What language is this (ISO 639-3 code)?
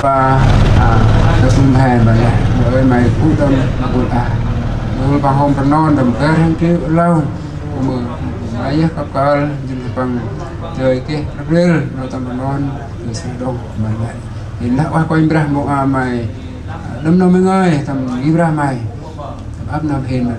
cmo